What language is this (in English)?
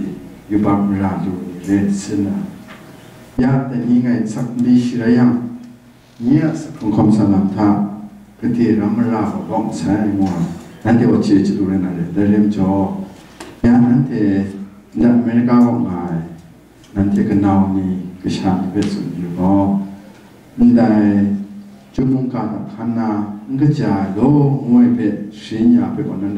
Kachin